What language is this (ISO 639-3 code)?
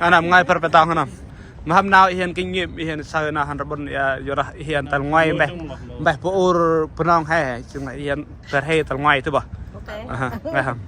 cmo